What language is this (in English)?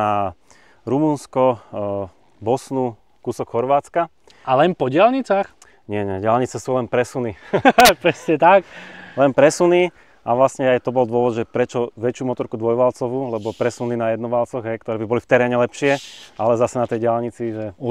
Slovak